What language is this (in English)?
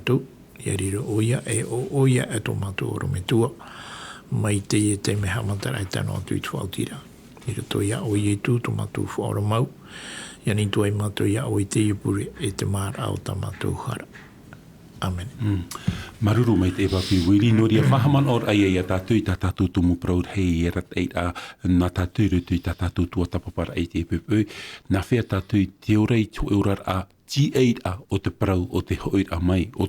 Tahitian